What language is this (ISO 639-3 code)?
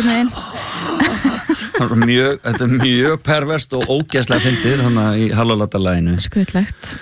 isl